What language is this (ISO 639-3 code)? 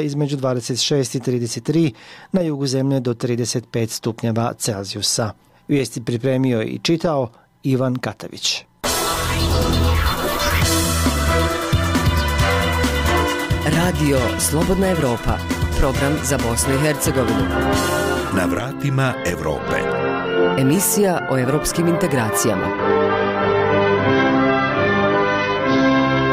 bos